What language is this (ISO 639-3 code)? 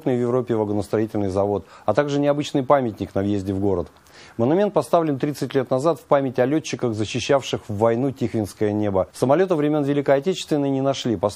rus